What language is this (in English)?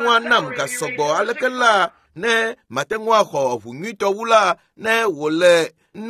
Ewe